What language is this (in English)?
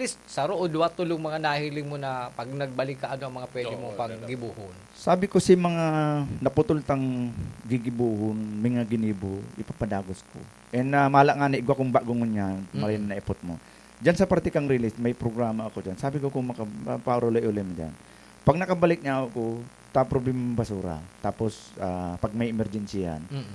Bikol